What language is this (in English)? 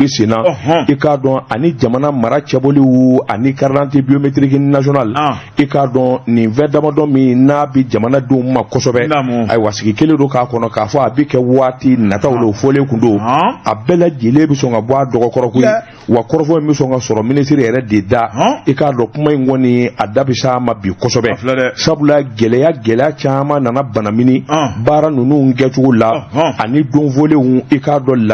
Bambara